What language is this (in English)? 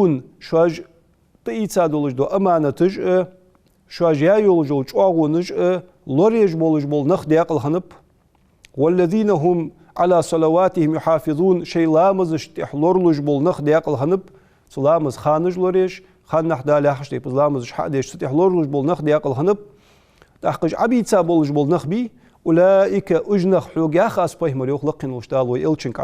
Ingush